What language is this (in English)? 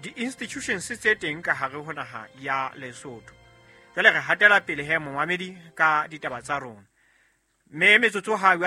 Southern Sotho